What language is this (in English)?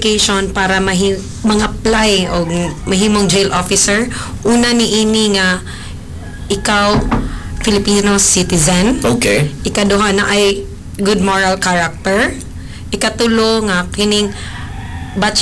Cebuano